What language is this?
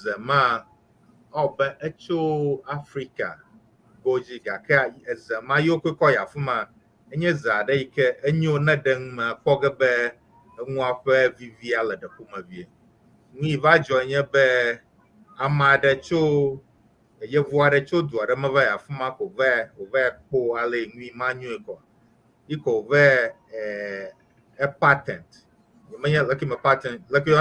Ewe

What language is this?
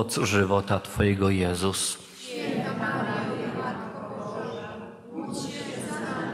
Polish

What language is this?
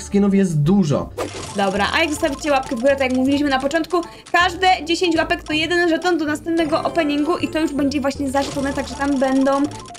Polish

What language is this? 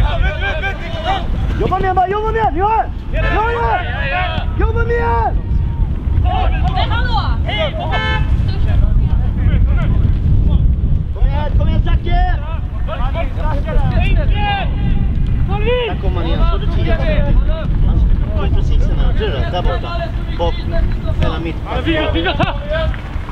Swedish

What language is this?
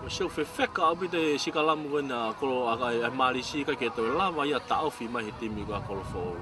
Tongan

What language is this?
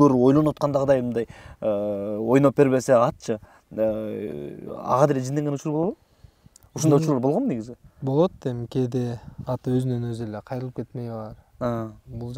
Kyrgyz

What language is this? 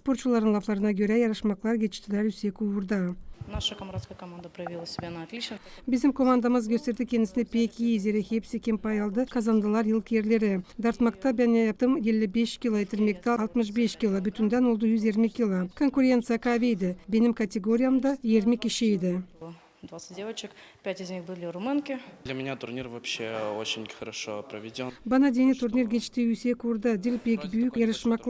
Gagauz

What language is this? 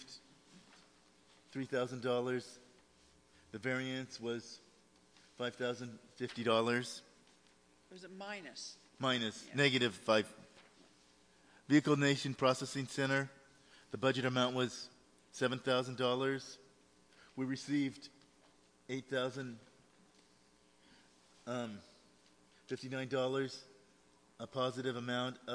English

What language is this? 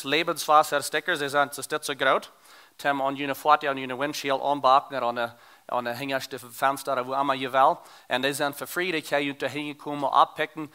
Plautdietsch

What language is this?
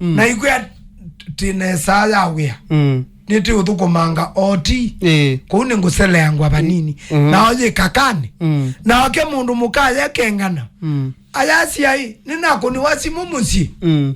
Kamba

